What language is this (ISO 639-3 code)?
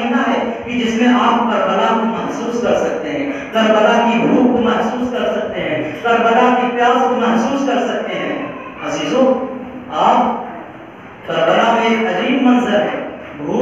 urd